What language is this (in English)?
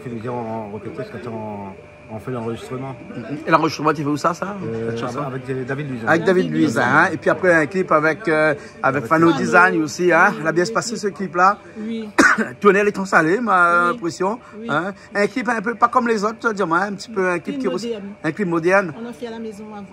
Réunion Creole French